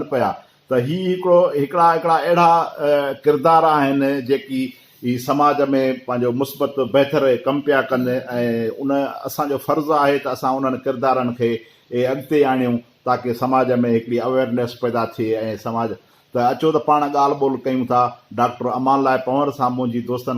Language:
Sindhi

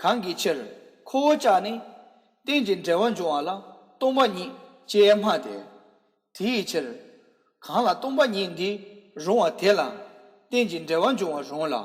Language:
Tibetan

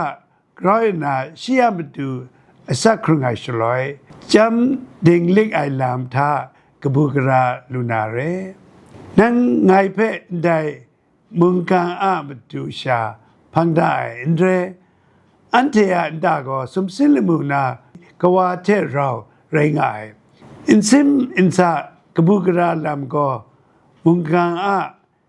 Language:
Kachin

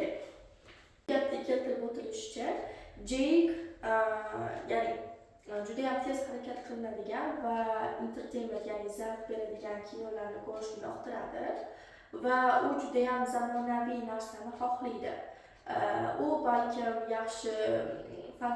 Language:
Uzbek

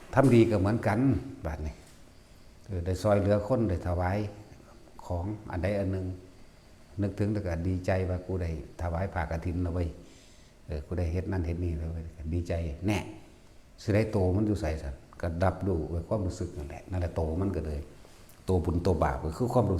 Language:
Northeastern Thai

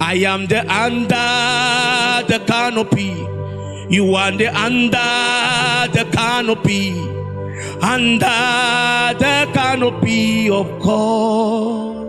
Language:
Ewe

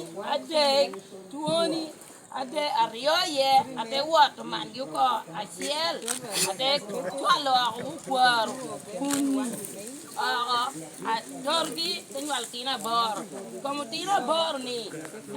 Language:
Lango (Uganda)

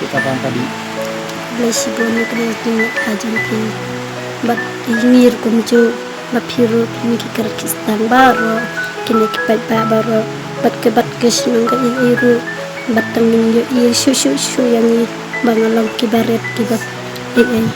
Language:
Khasi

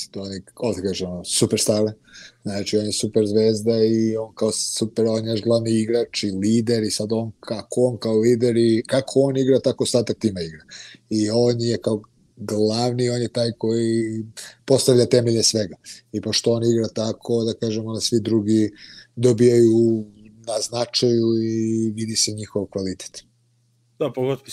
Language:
Serbian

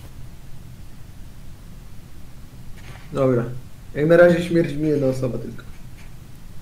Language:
Polish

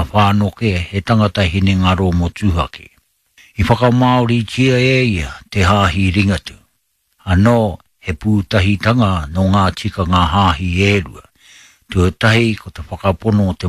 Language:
Māori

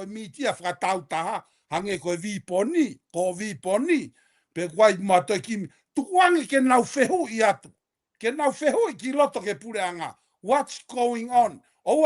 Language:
Tongan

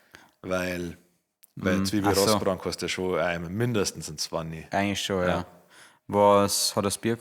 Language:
Bavarian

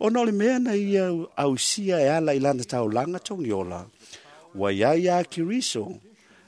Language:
Samoan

